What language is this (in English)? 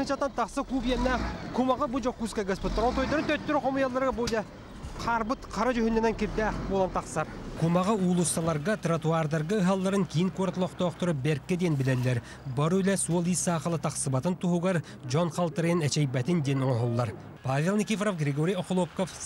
Yakut